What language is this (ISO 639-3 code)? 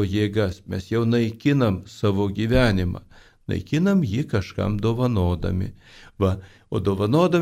lit